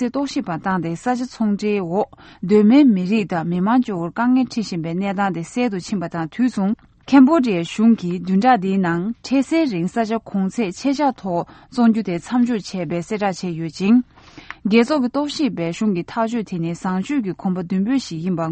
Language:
Tibetan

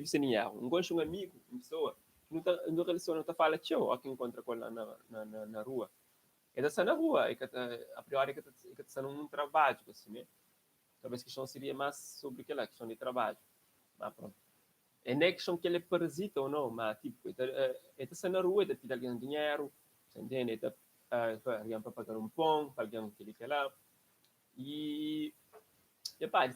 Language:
Kabuverdianu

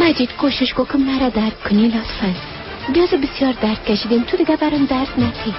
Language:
Persian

